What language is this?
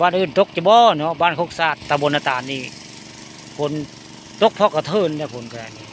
Northeastern Thai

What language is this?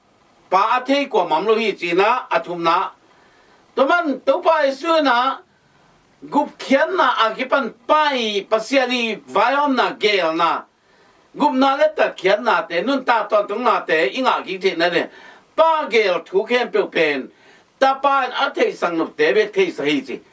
Tedim Chin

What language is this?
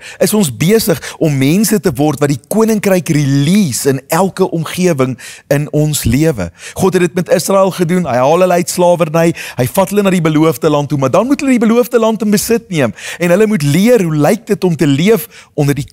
Afrikaans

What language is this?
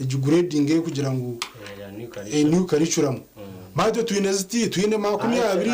Nyankole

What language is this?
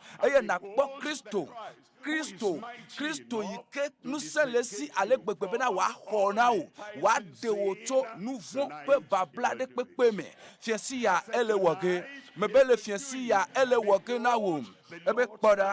Ewe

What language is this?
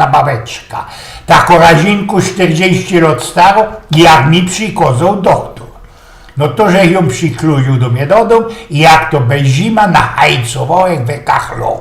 Silesian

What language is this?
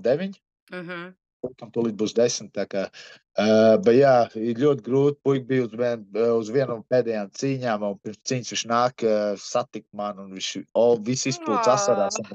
Latvian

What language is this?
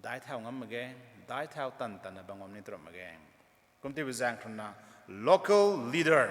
Rongmei Naga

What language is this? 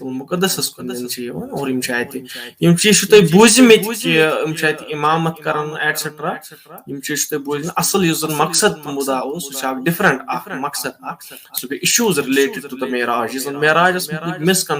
Kashmiri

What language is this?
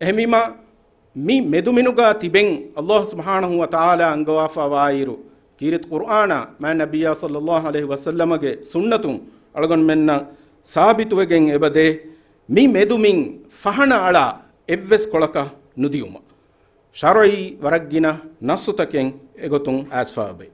Divehi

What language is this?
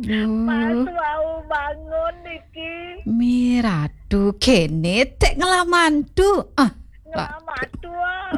Balinese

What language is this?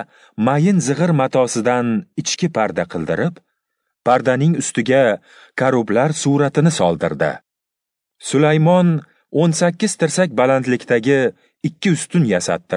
Uzbek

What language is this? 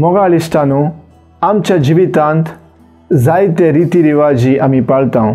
Konkani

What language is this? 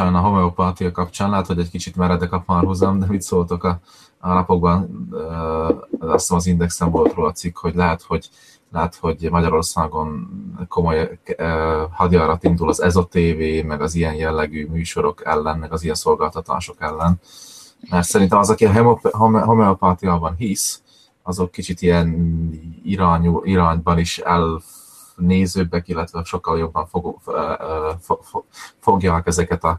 Hungarian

